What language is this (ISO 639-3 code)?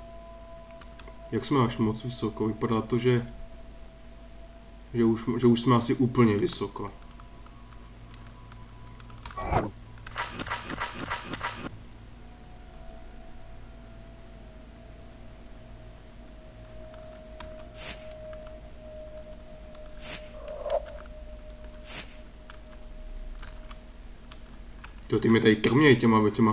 ces